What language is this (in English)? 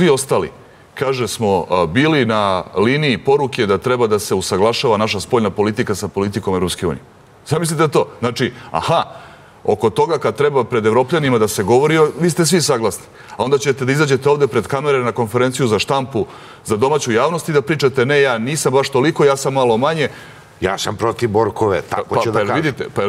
Serbian